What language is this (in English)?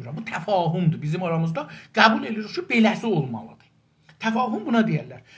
South Azerbaijani